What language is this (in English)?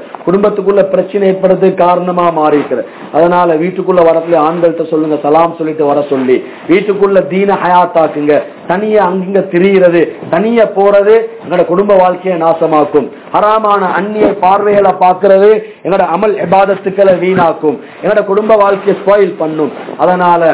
Tamil